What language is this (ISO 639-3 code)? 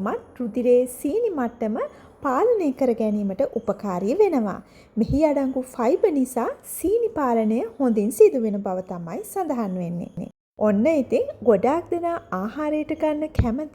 sin